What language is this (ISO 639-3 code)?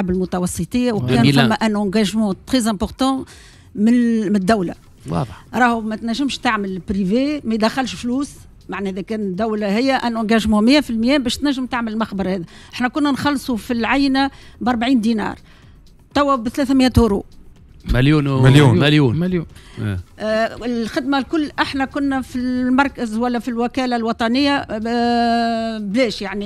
aeb